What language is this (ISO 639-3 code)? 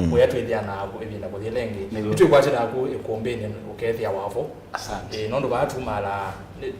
kam